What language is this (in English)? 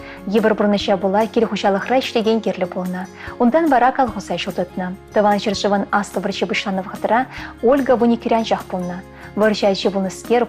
Chuvash